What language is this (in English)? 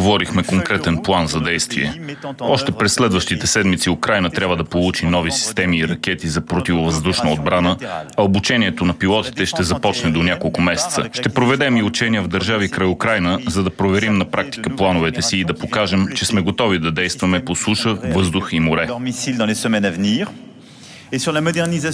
Bulgarian